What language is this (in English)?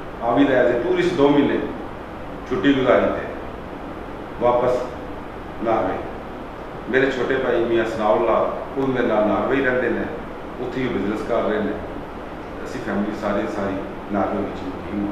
Urdu